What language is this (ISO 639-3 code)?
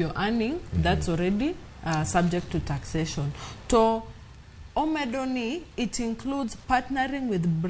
luo